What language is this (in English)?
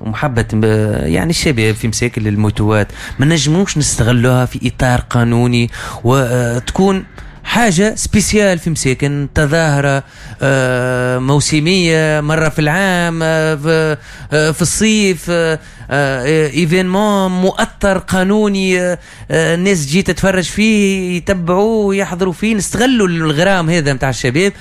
Tunisian Arabic